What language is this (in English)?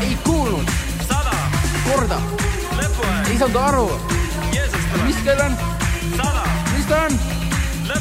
Estonian